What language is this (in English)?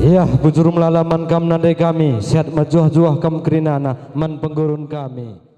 Batak Karo